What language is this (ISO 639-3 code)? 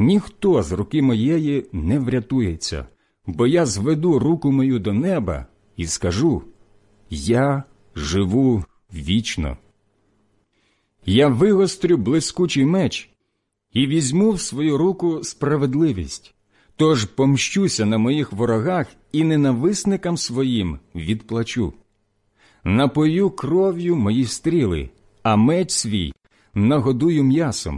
ukr